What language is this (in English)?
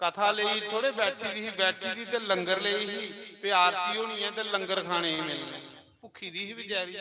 Dogri